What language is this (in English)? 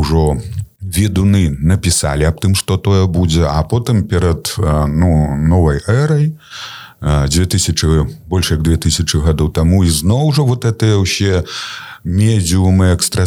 Belarusian